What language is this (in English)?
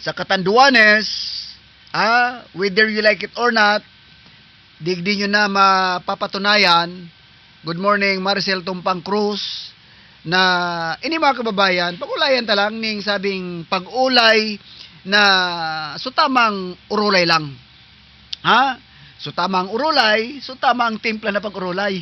Southern Catanduanes Bikol